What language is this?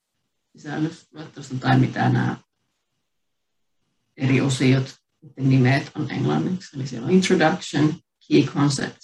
Finnish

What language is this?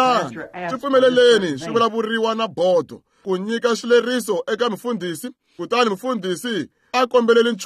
Tsonga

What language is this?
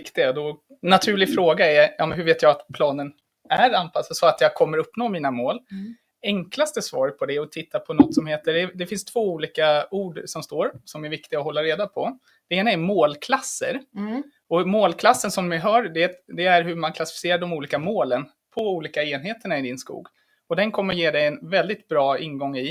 Swedish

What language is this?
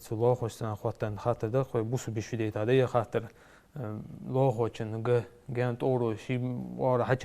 Ingush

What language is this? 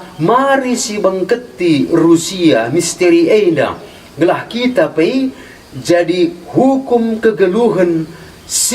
Batak Karo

